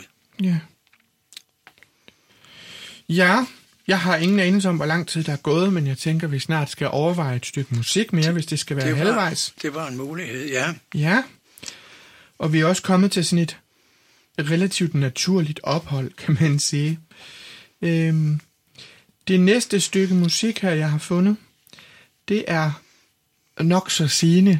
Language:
Danish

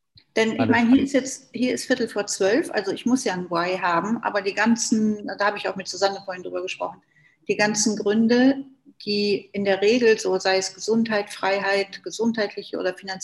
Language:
German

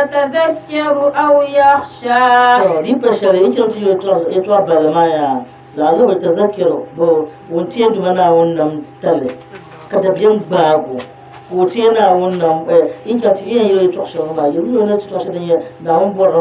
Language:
Dagbani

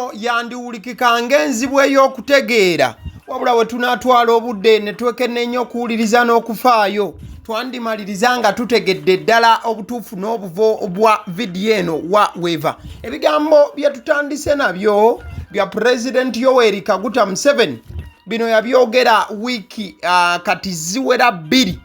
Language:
Ganda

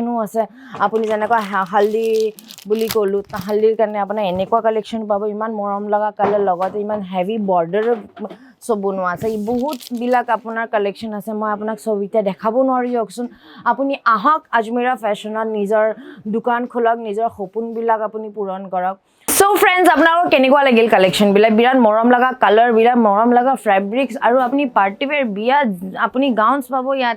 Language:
Assamese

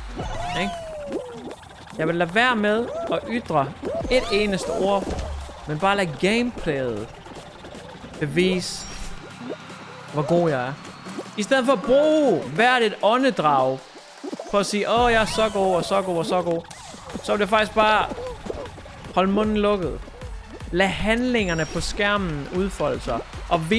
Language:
Danish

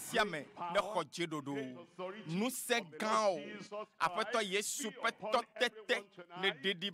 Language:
Ewe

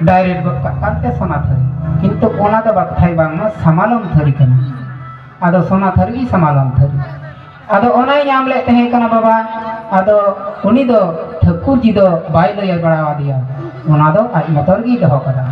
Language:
Santali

